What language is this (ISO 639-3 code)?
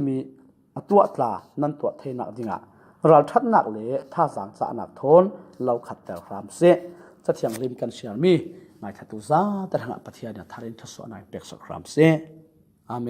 cfm